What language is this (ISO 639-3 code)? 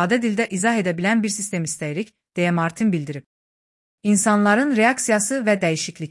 aze